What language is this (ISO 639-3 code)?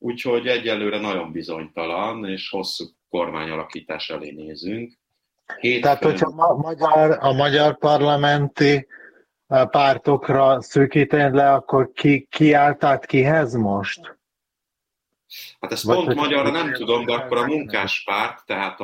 hun